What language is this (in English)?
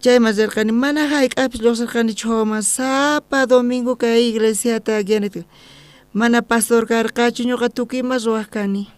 South Bolivian Quechua